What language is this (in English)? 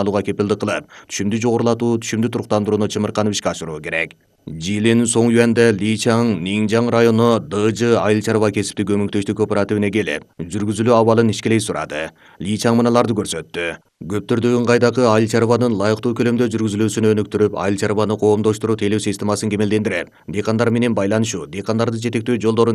Kyrgyz